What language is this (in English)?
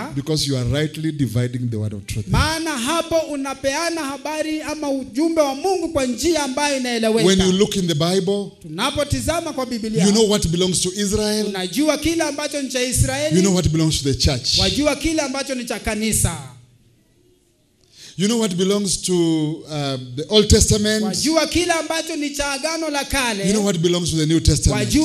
Swahili